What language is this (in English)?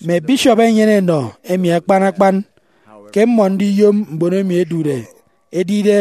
Efik